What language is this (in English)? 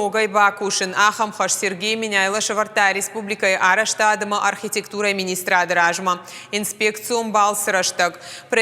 Ossetic